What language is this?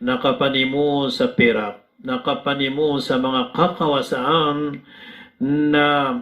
Maranao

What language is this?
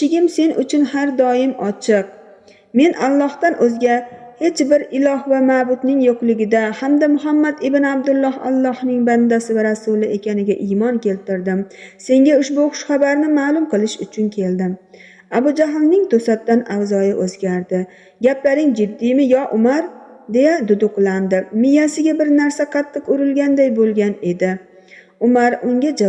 Uzbek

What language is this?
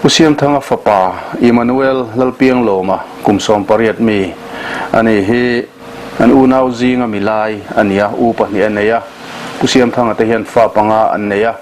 Mizo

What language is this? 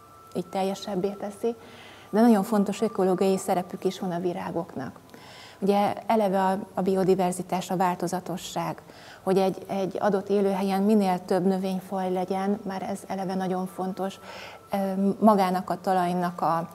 Hungarian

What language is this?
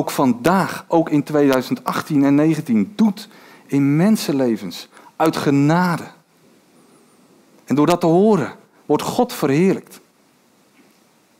Dutch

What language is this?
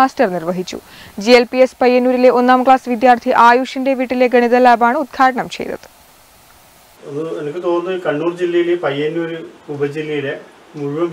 Malayalam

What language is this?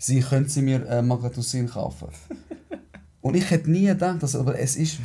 Swiss German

